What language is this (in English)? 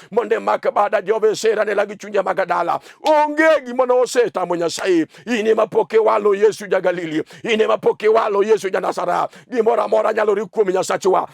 Luo (Kenya and Tanzania)